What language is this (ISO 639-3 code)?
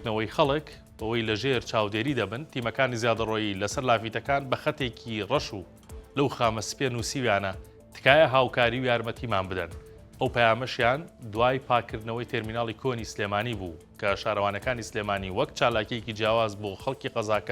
ckb